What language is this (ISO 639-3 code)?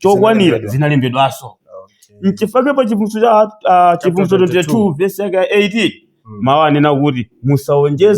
nya